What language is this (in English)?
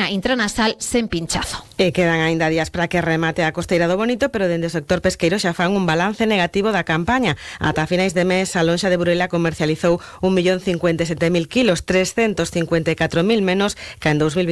Galician